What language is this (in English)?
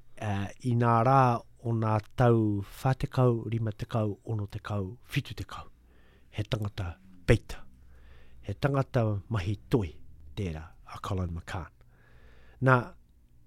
Māori